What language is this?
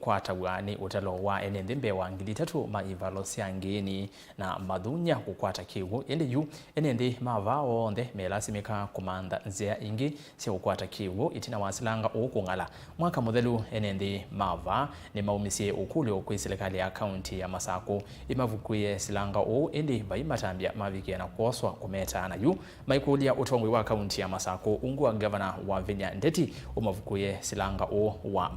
Kamba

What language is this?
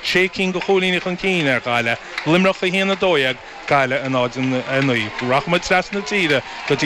Irish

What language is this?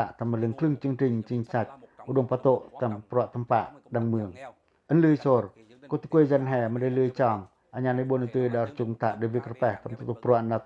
Pacoh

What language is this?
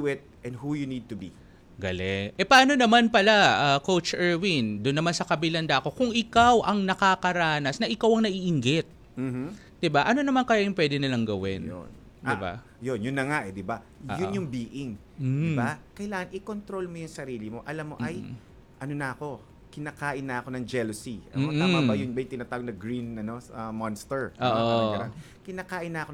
Filipino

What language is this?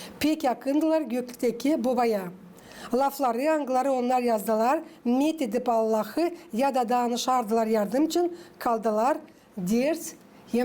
Gagauz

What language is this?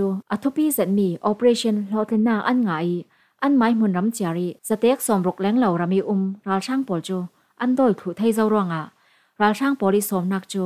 Falam Chin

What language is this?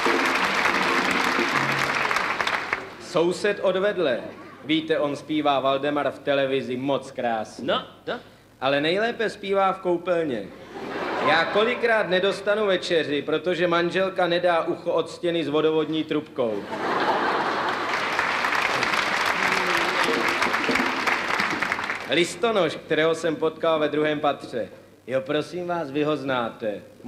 Czech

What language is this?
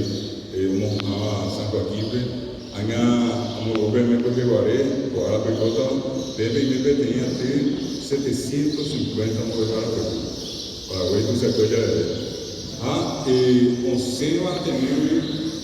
Guarani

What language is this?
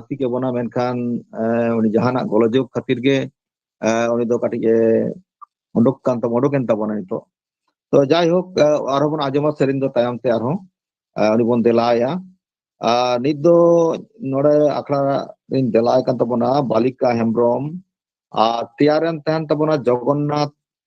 Santali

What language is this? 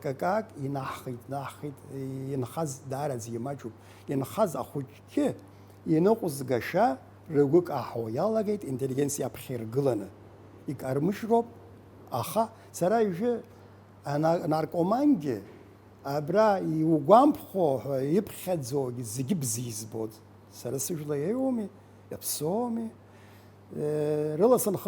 Abkhazian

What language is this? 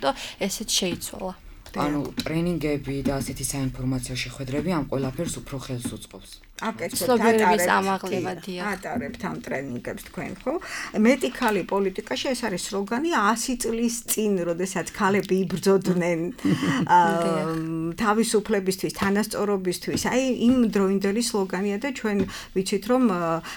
Georgian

